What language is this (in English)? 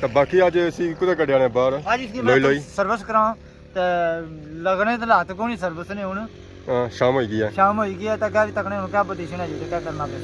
Pahari-Potwari